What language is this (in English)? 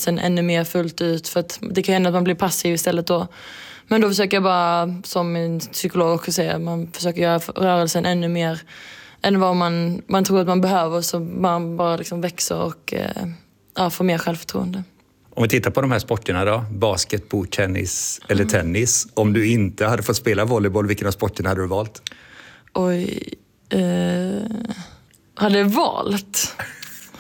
Swedish